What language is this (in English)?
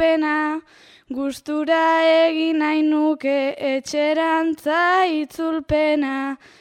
Basque